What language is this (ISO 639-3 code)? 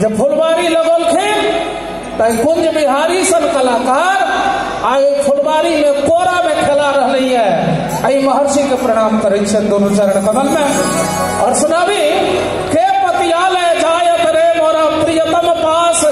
mai